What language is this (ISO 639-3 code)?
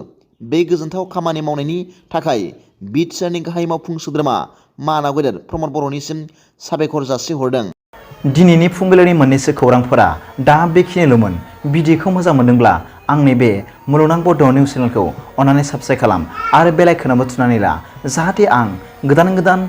brx